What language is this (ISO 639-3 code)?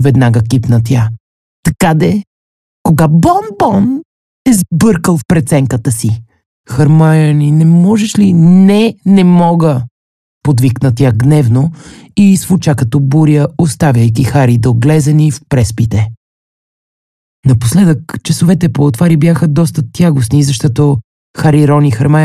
bul